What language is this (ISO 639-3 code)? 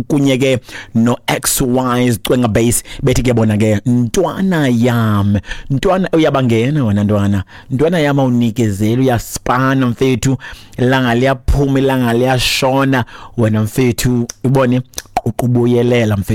xho